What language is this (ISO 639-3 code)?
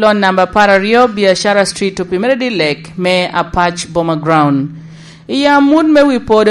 laj